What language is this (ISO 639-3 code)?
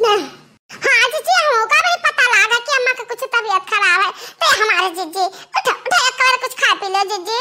awa